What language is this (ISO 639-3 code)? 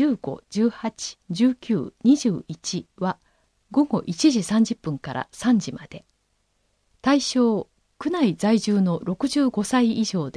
jpn